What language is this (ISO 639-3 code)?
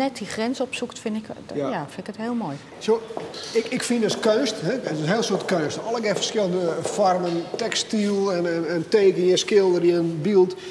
fry